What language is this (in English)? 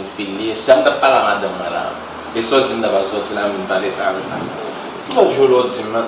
Haitian Creole